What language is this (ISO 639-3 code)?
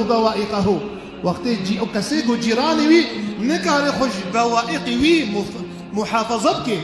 kur